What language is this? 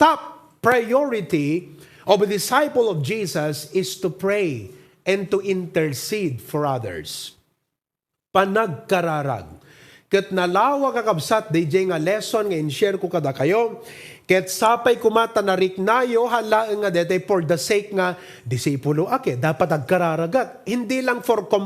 Iloko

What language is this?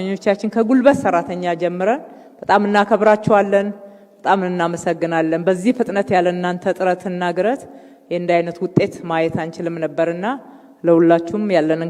Amharic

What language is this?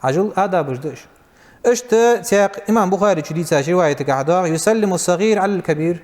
Ingush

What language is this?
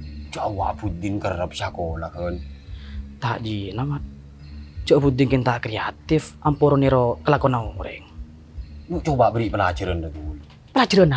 Madurese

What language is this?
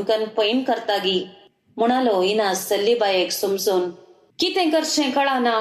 Konkani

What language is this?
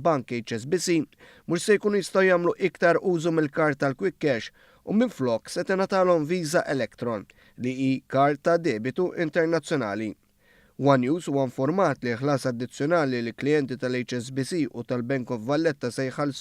Maltese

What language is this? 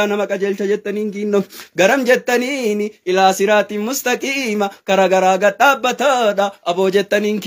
Oromo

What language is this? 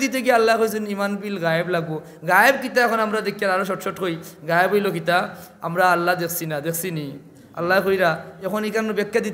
Sylheti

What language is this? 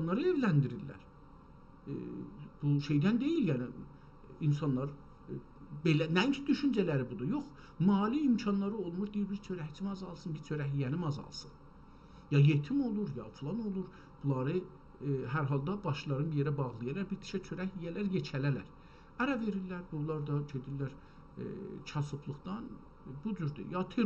South Azerbaijani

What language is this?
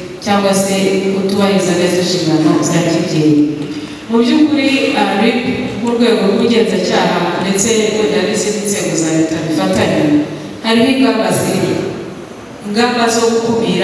Kinyarwanda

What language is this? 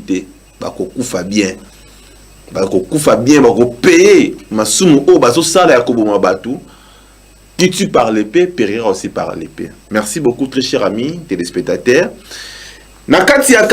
Lingala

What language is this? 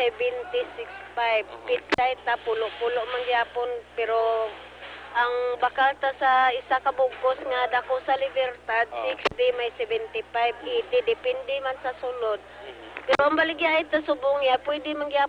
Hiligaynon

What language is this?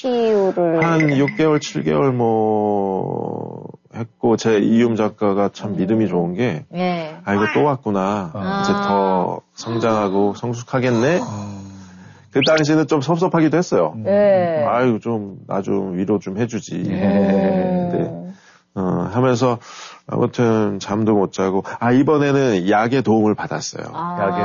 Korean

